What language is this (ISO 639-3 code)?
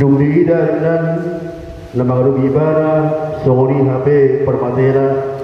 bbc